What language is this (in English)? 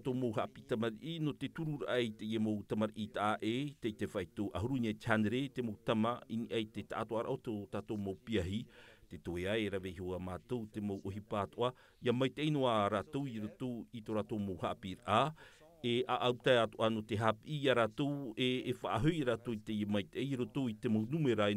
Tahitian